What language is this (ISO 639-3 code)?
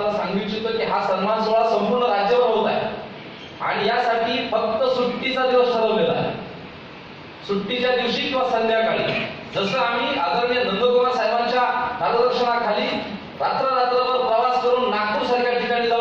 mar